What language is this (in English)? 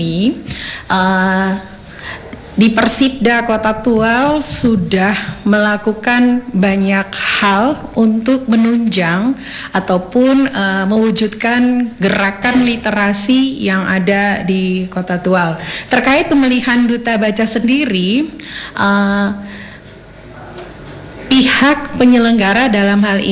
Indonesian